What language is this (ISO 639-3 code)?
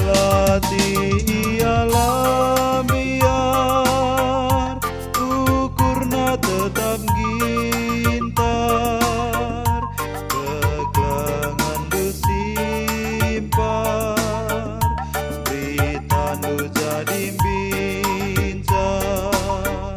btx